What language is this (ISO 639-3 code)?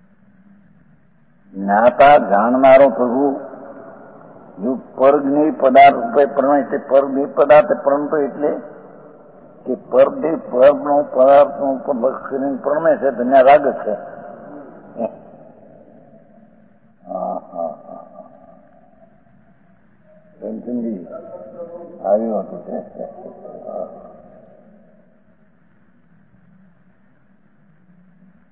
guj